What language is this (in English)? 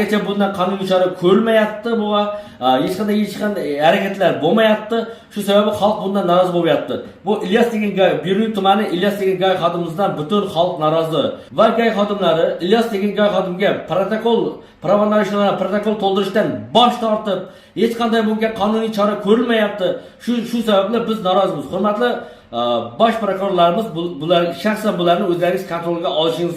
Uzbek